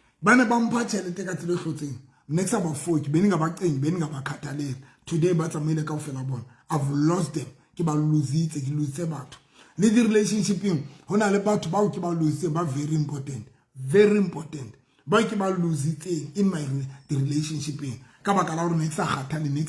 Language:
Southern Sotho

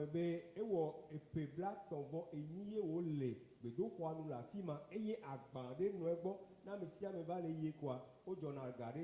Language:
Ewe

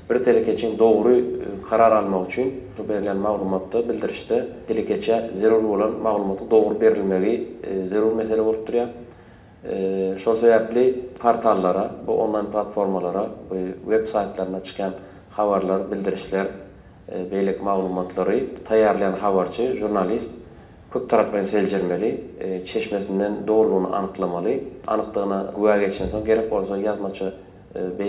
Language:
Turkmen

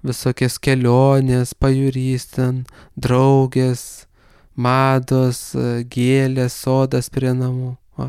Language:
Lithuanian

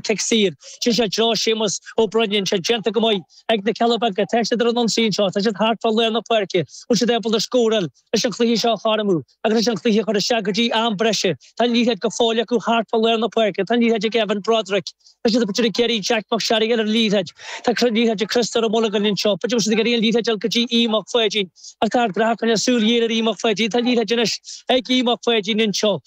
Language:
Irish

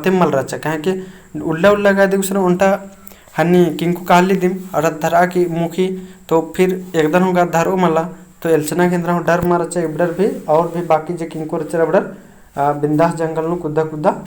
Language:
Kurukh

